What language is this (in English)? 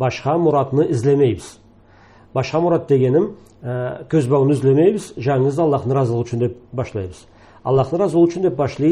Karachay-Balkar